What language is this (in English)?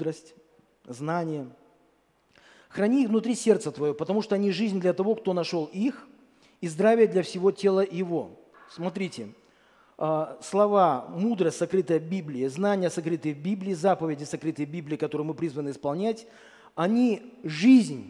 Russian